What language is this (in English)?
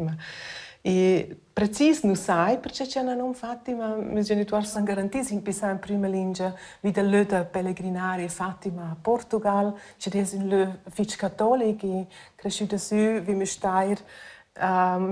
Romansh